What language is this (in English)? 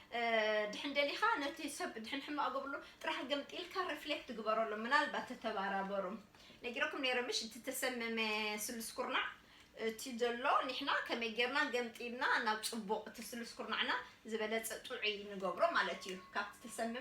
Tigrinya